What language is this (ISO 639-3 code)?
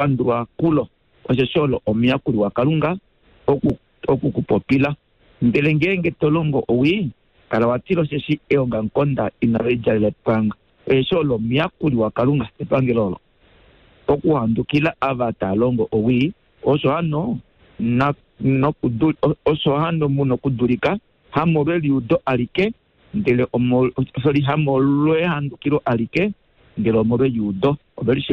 kua